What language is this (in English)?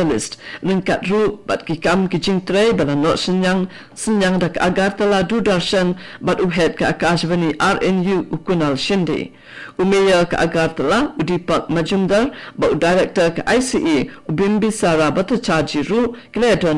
Khasi